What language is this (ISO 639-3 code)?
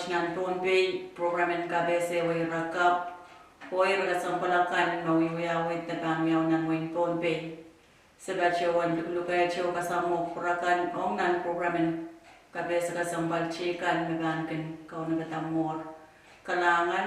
pon